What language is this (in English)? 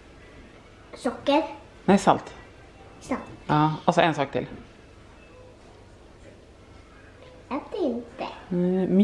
Swedish